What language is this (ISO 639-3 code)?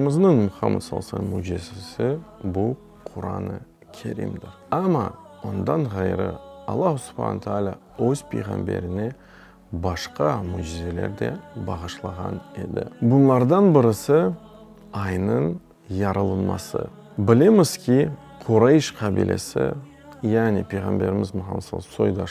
crh